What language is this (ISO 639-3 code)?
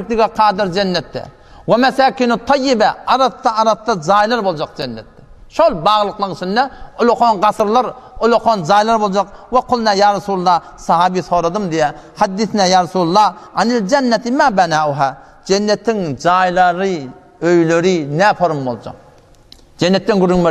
tuk